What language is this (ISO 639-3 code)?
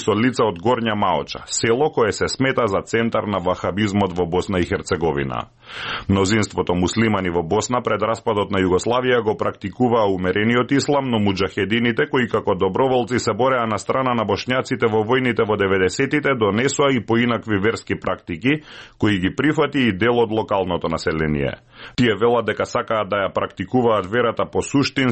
mkd